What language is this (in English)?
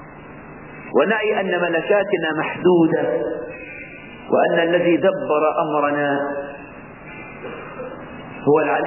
Arabic